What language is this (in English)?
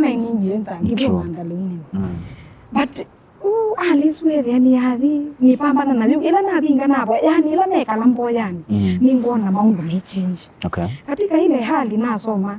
Kamba